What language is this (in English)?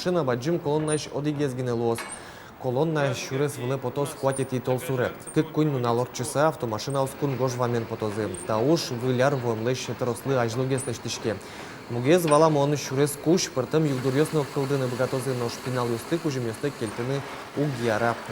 Udmurt